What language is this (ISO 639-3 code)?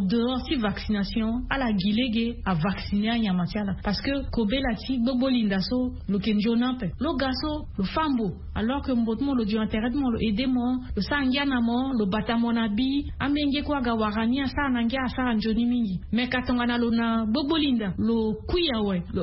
sag